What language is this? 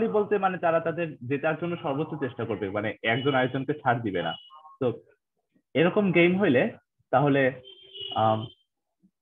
Bangla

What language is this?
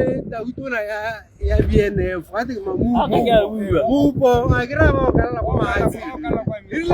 Tswana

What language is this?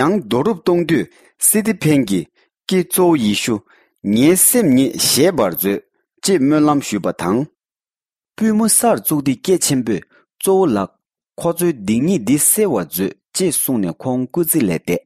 Tibetan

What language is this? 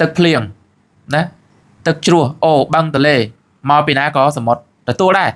Khmer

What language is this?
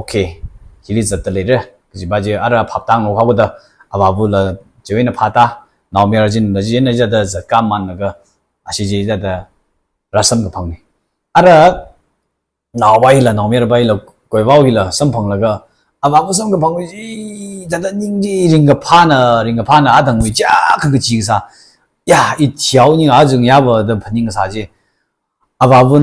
Tangkhul Naga (India)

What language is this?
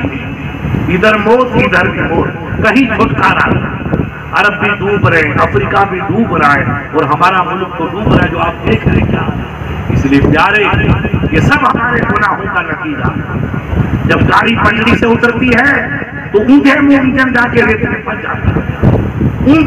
Urdu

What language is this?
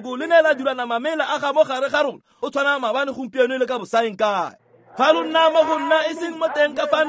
Tswana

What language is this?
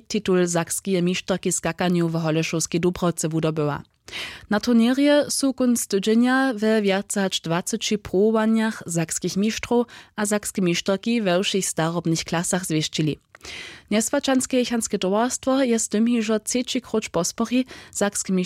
Upper Sorbian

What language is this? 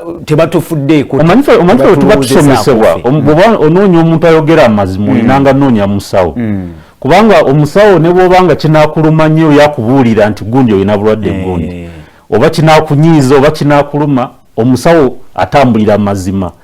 Ganda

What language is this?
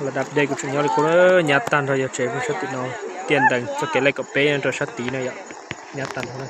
Hmong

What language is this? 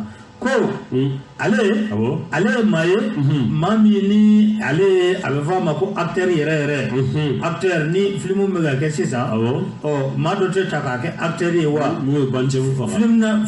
Bambara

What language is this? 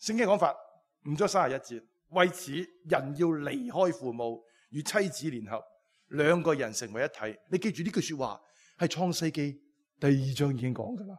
Cantonese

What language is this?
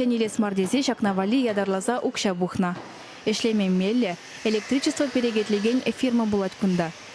Chuvash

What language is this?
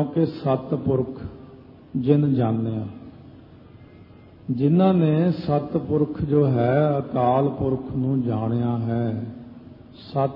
Punjabi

